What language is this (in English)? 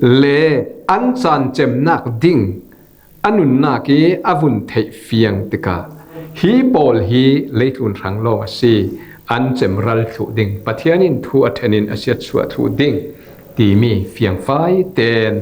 Falam Chin